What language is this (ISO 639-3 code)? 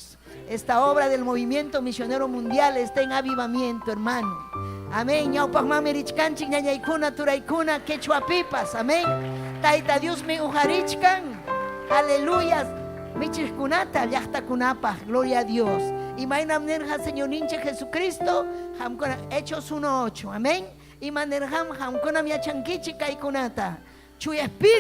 quy